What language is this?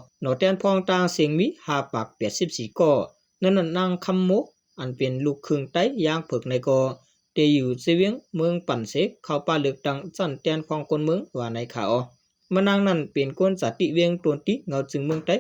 Shan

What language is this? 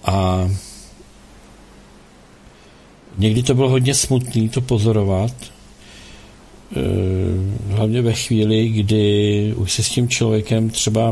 Czech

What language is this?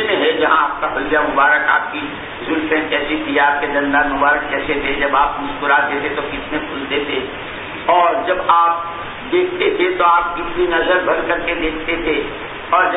Urdu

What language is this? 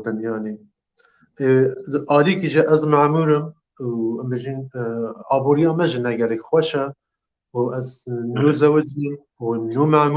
Kurdish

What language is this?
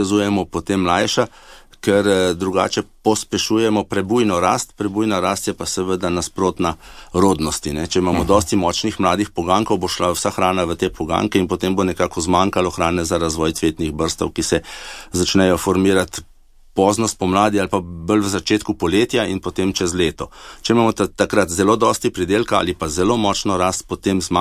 Slovenian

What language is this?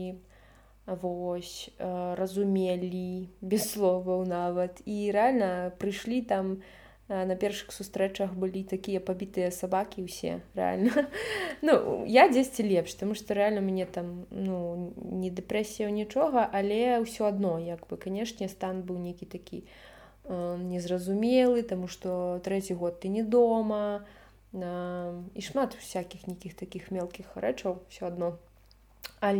Belarusian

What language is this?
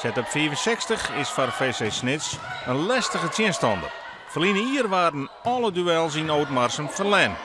Western Frisian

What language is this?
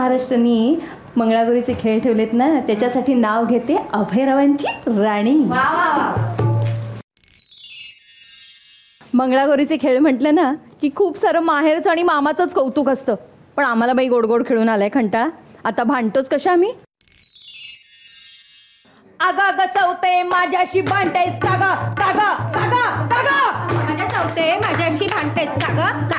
Marathi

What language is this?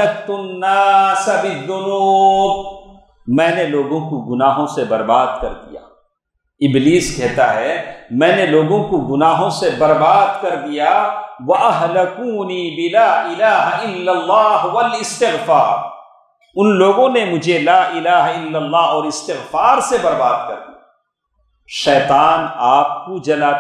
Urdu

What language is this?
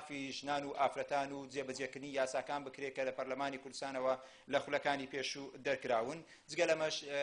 Central Kurdish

